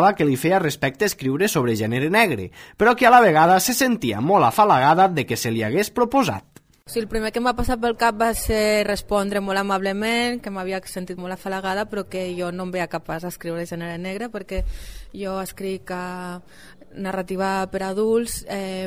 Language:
Catalan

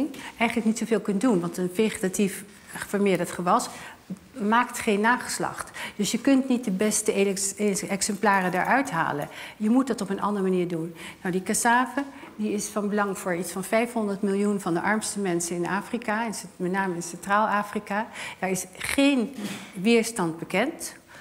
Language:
Dutch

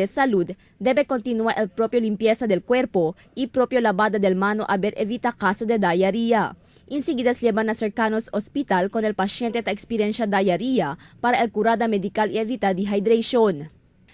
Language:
Chavacano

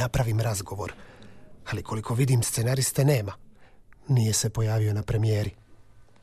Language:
Croatian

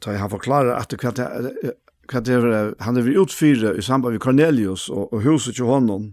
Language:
Faroese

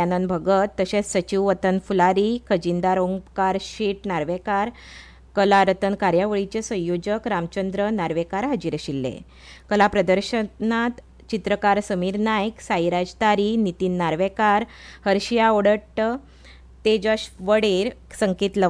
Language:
Konkani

